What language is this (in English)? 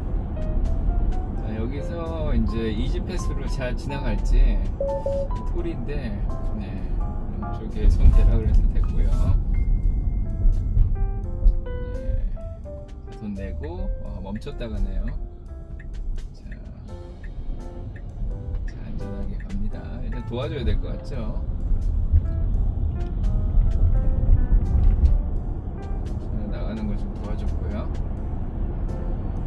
Korean